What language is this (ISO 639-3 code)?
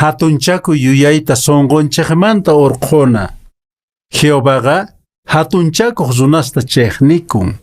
que